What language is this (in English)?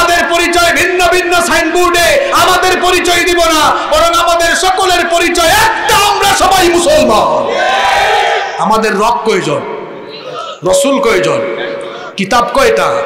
Bangla